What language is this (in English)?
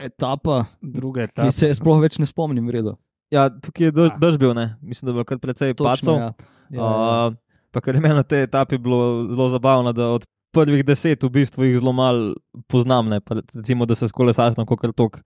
Slovenian